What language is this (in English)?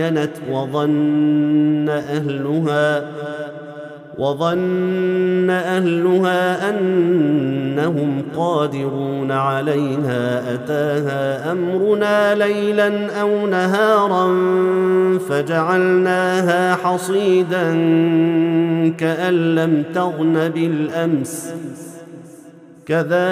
Arabic